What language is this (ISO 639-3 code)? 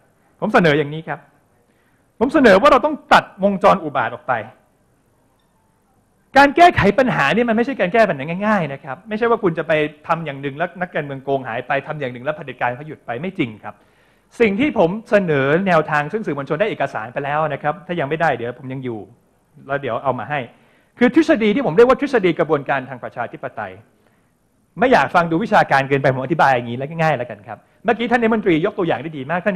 tha